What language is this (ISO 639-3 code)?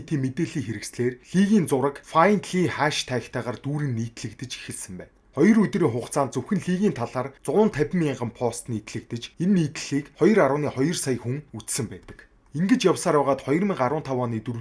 mon